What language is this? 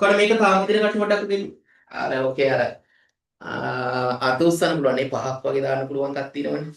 Sinhala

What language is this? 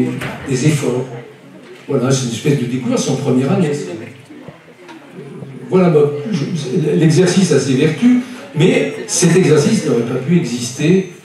French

